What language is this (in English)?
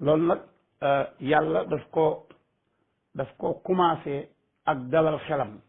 Wolof